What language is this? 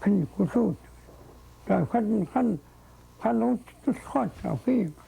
Central Yupik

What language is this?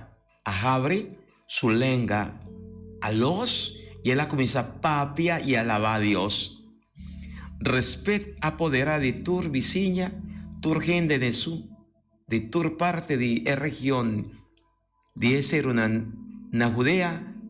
Papiamento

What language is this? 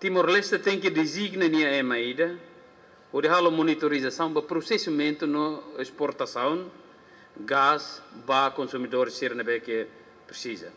Tetum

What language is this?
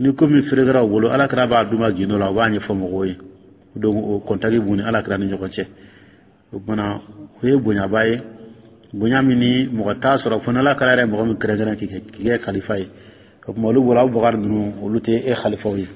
Dyula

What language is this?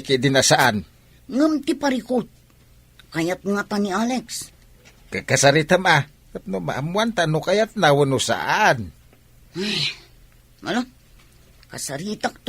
Iloko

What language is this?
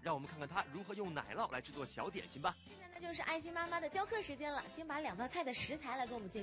Chinese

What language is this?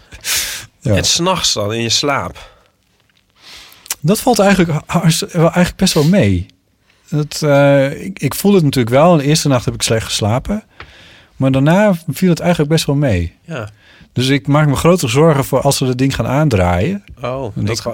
Dutch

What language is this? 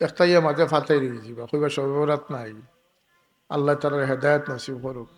Sylheti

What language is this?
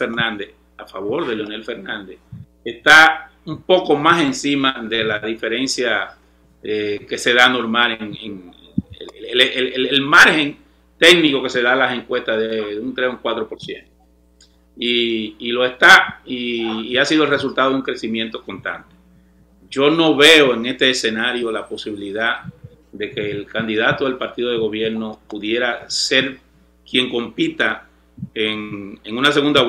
Spanish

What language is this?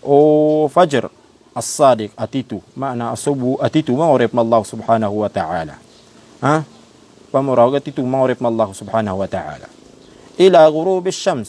Maranao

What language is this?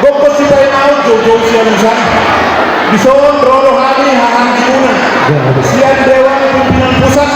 Batak Toba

